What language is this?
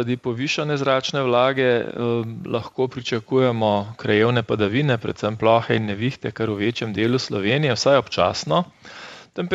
Slovenian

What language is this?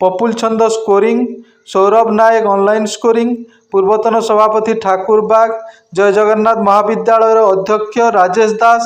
Odia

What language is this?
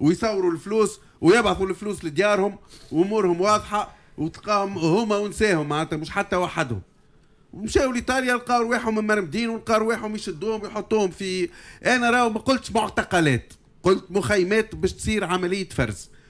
Tunisian Arabic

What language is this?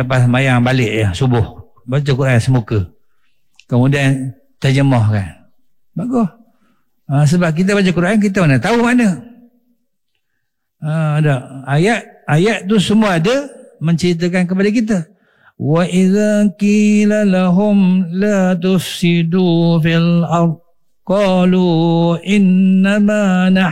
Malay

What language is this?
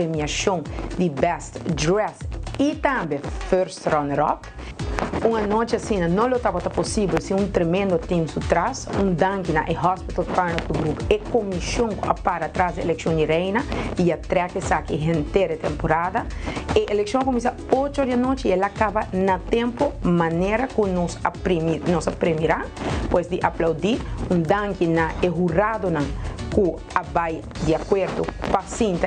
Papiamento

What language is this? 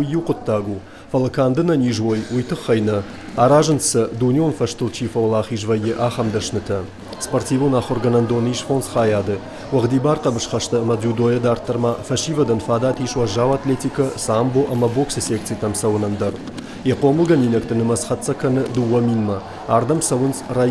Ossetic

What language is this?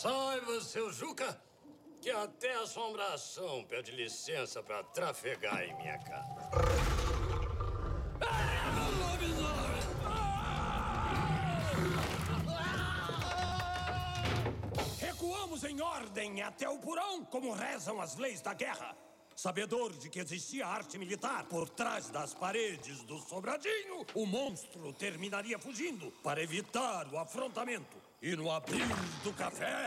Portuguese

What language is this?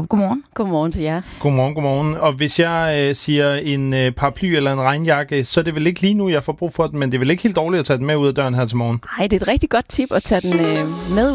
Danish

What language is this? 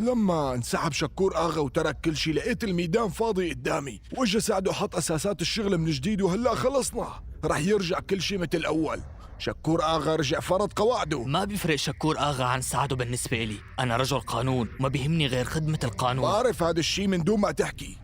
North Levantine Arabic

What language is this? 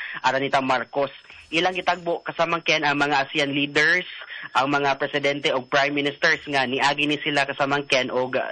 Cebuano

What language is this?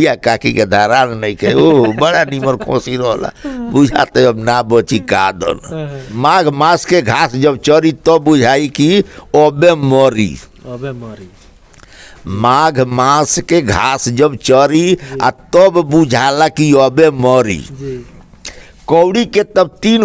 Bhojpuri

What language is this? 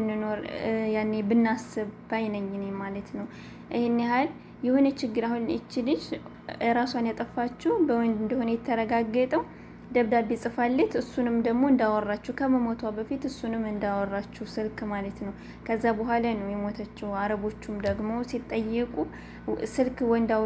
Amharic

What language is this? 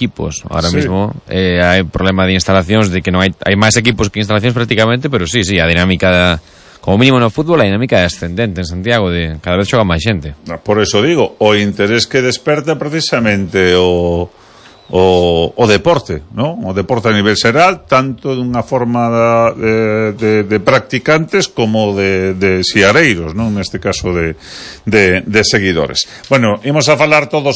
Galician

